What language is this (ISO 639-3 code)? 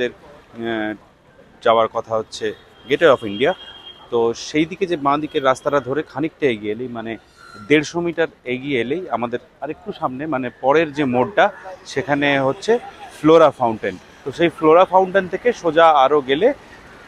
ben